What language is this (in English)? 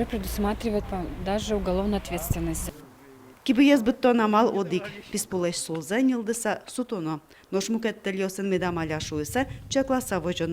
Udmurt